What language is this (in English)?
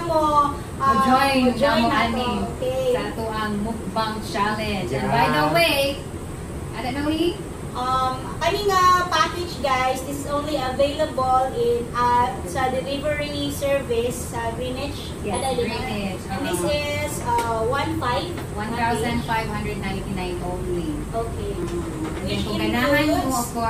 Cebuano